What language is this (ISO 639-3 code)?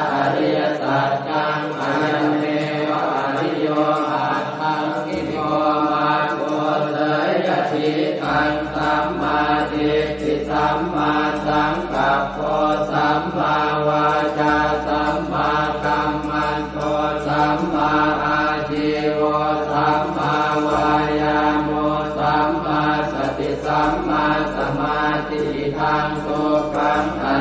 pli